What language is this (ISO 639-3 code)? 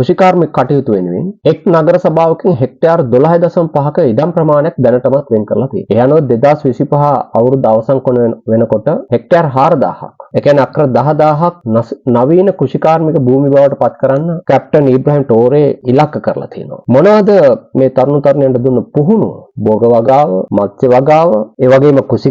sin